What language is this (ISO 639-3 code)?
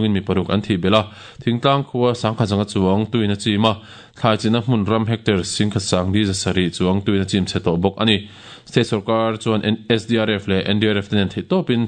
lus